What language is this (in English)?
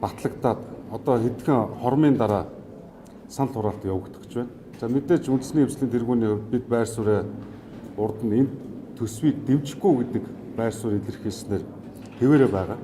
Mongolian